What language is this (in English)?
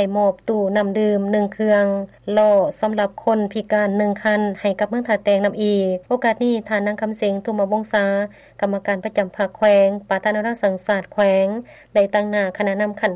Lao